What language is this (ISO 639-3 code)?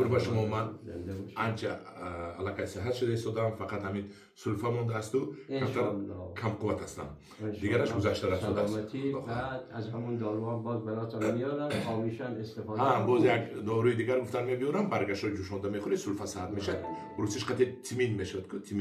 tgk